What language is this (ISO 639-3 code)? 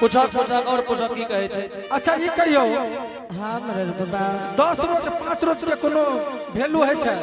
anp